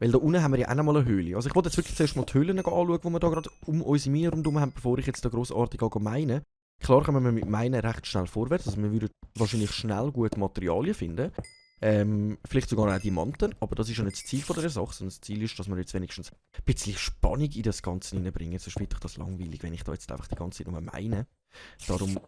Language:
Swiss German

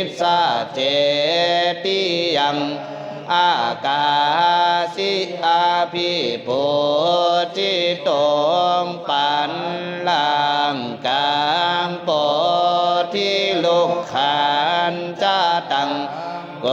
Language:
Pali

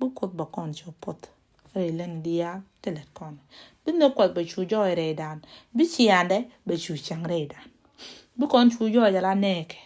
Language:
Nuer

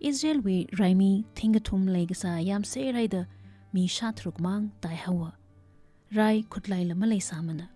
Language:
Tangkhul Naga (India)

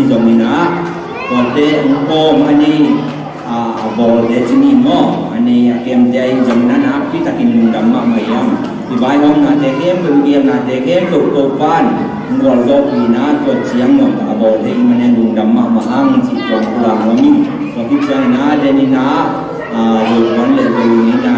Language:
Tedim Chin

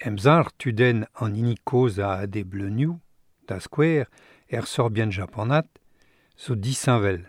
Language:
Breton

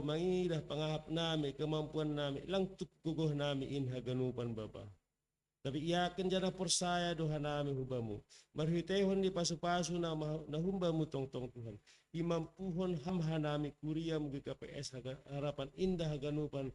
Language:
Batak Simalungun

